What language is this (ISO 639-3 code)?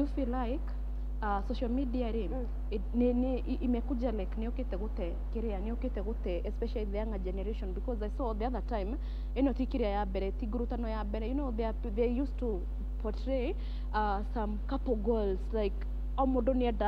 kik